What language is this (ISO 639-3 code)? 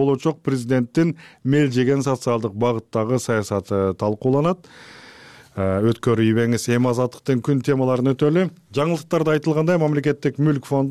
kir